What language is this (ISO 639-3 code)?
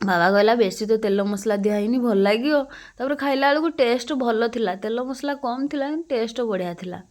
ori